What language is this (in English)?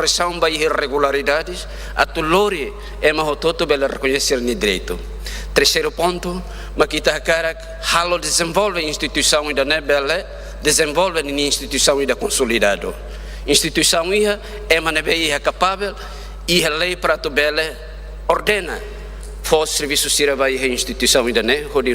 Tetum